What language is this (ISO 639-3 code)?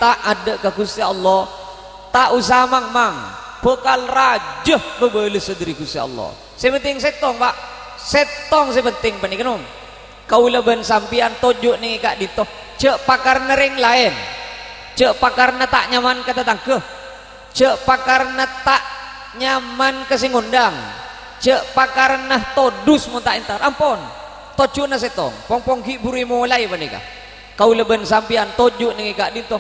mad